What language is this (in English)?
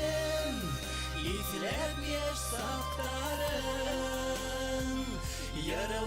Bashkir